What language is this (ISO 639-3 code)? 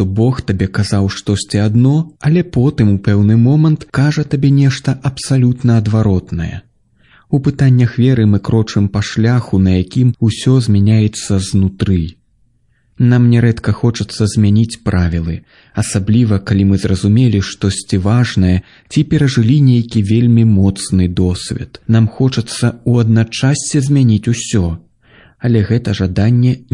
bel